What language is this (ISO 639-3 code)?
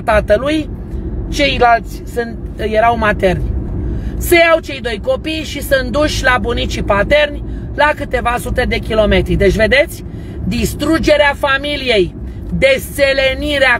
ron